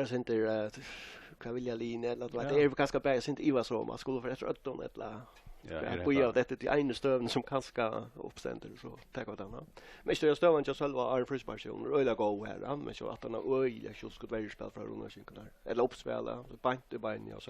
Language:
Faroese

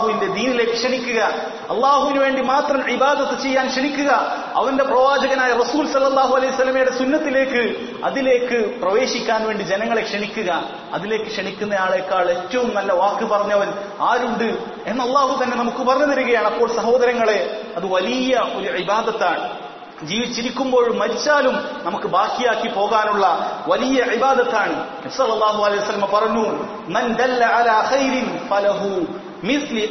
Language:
Malayalam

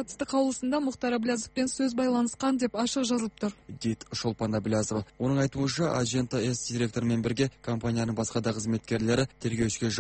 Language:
Kazakh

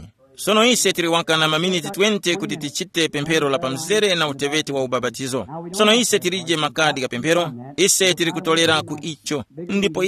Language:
Tumbuka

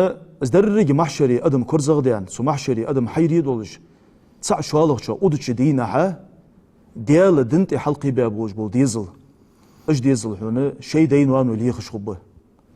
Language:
Ingush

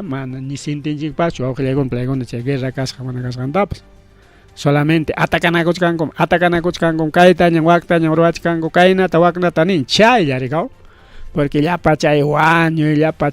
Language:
Ayacucho Quechua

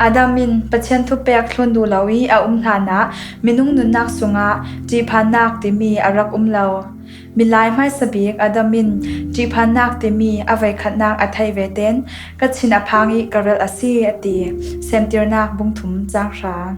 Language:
Falam Chin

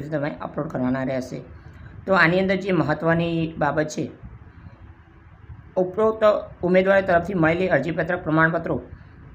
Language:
Gujarati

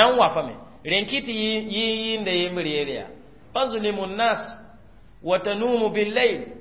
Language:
Mossi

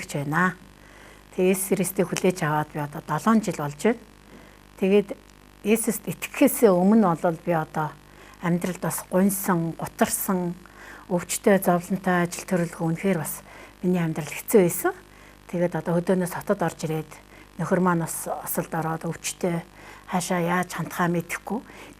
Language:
Mongolian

